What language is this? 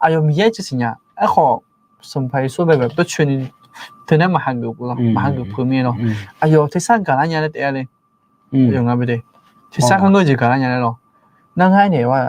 Akha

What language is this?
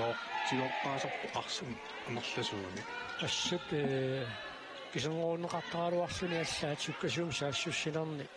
Kalaallisut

